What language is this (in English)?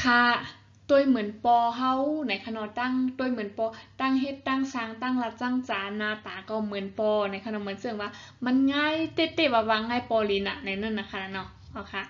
Shan